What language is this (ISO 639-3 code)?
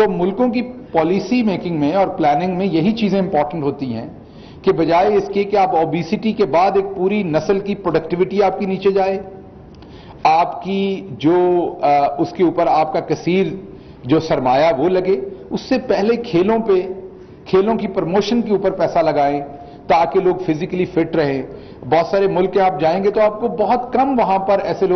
urd